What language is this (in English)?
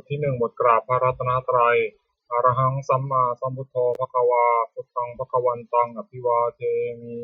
Pali